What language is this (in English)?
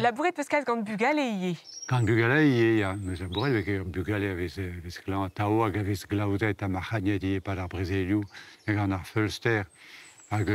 Breton